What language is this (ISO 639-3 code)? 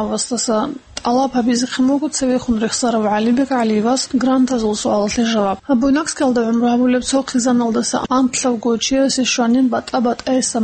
ava